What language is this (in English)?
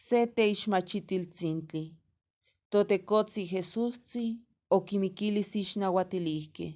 Eastern Huasteca Nahuatl